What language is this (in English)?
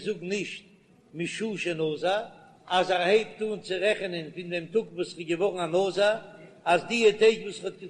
Yiddish